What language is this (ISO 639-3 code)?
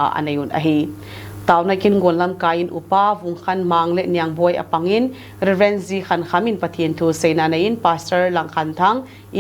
tcz